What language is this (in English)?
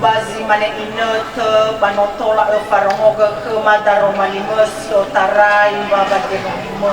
Nias